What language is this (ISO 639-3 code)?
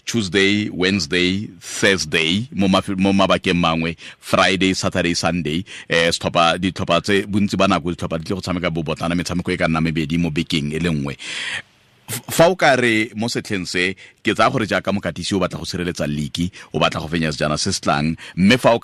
tsn